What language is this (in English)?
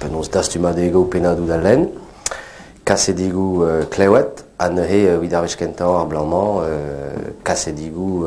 Breton